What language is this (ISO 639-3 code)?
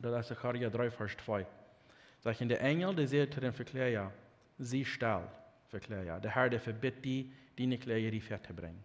pdt